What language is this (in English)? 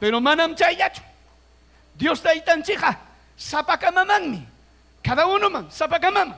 Ayacucho Quechua